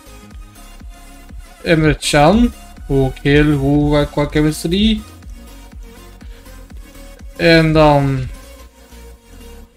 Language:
Dutch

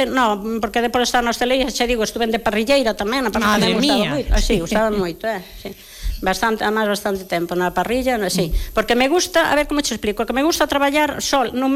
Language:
Galician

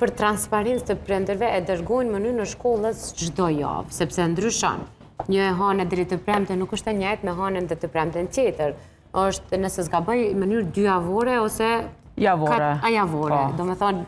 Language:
Albanian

